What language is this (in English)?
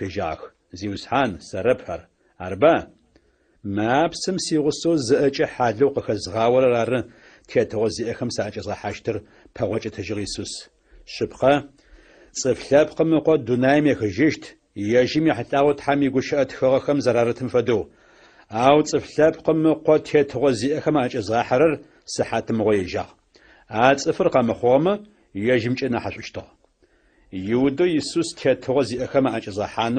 Adyghe